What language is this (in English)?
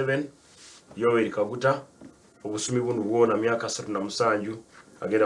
Nyankole